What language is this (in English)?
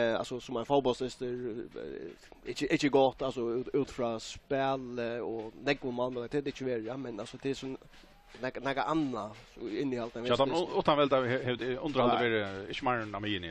Faroese